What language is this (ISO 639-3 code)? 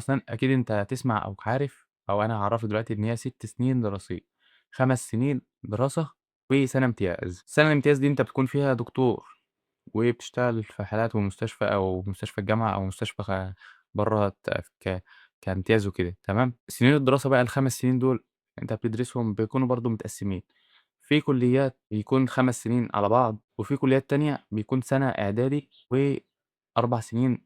arz